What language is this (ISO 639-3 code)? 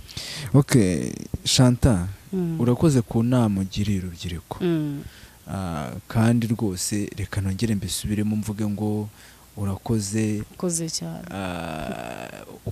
kin